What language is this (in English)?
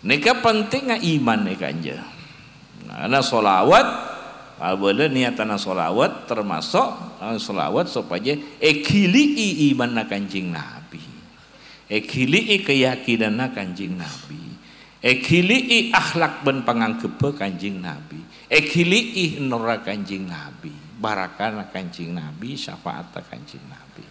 Madurese